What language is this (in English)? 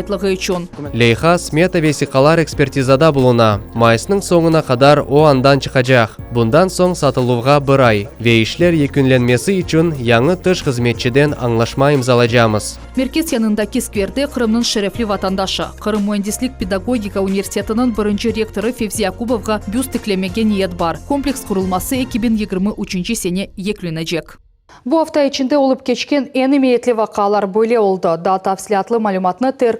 Crimean Tatar